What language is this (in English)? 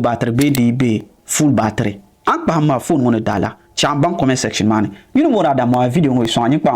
Dagbani